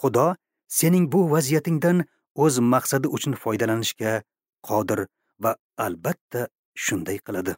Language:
Uzbek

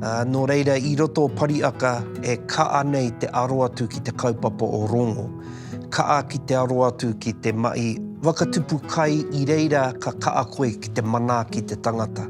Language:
Māori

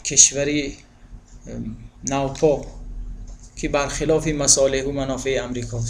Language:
Tajik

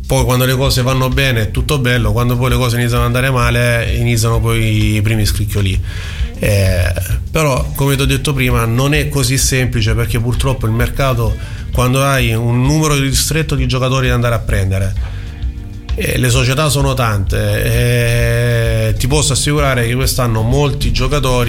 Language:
Italian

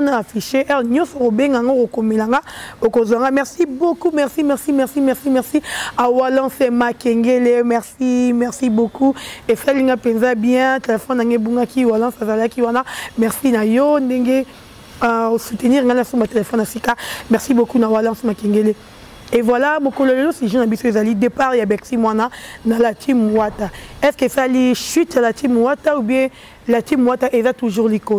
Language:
Lingala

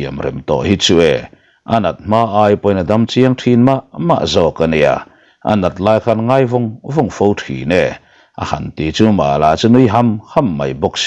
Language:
Mizo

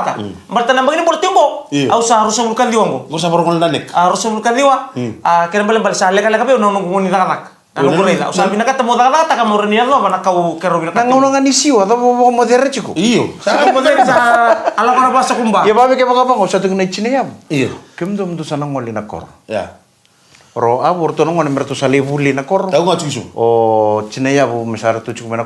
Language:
Fijian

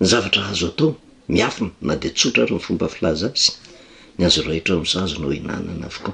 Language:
Malagasy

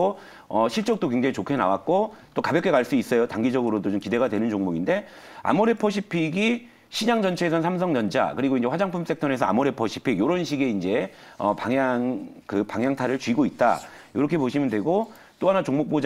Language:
Korean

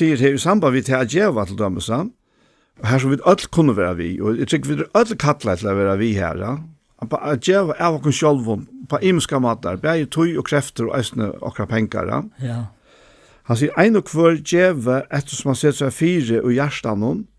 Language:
Faroese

